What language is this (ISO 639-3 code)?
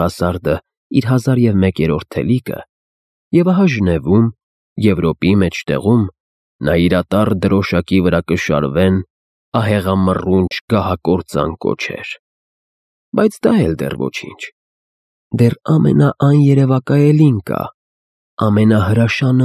hye